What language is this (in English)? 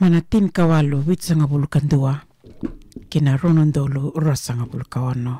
Fijian